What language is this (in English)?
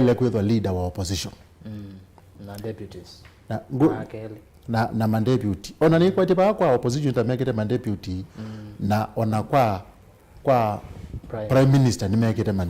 Kamba